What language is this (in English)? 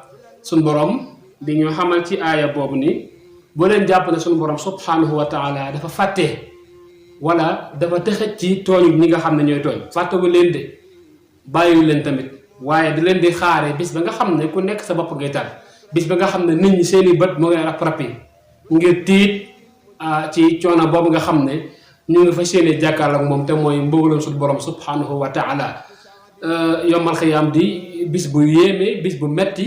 Wolof